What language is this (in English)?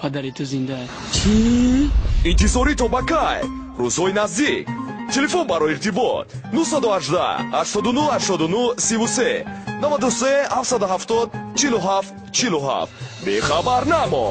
Tajik